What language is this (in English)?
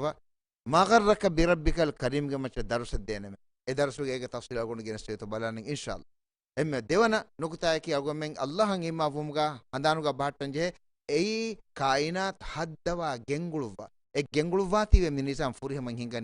Divehi